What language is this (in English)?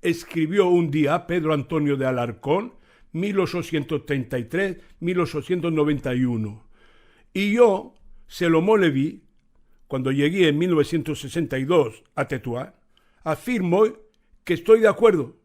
Ladino